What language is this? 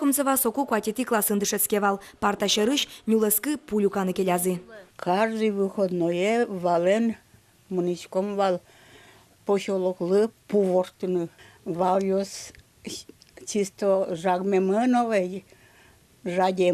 Udmurt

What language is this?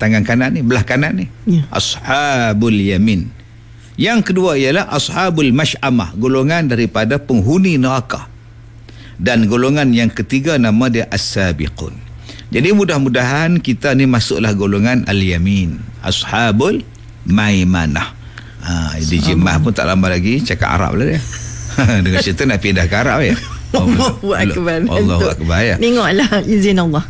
Malay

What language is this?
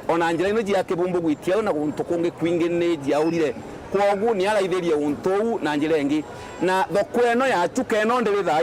Meru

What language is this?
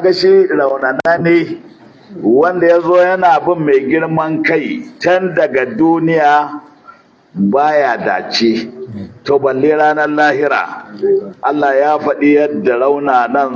Hausa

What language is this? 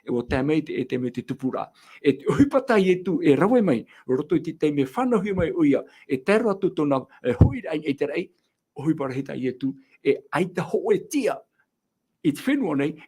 Tahitian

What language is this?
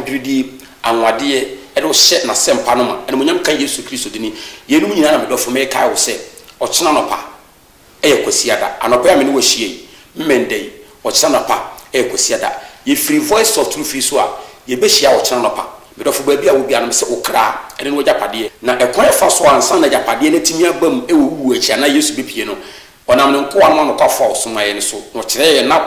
Akan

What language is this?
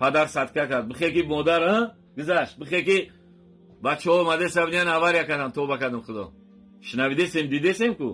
Tajik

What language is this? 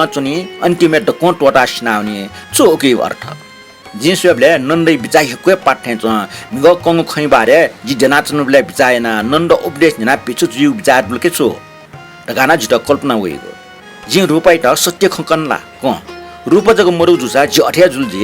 Newari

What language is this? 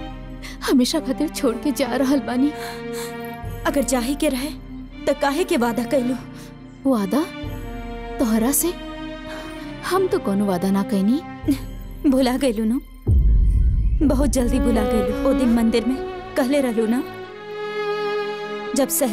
Bhojpuri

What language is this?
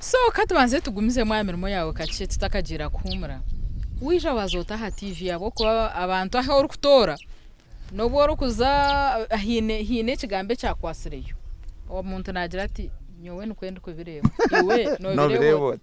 Nyankole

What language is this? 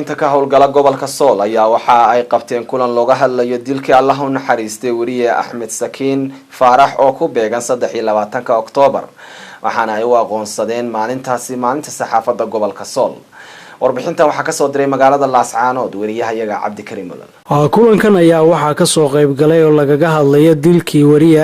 Somali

